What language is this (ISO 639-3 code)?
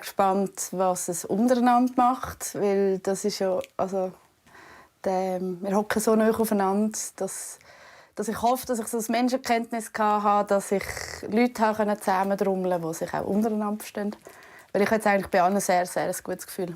gsw